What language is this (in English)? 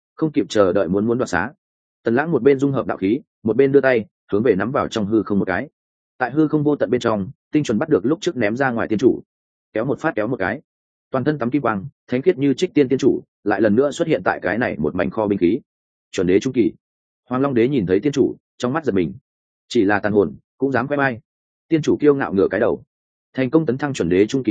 Vietnamese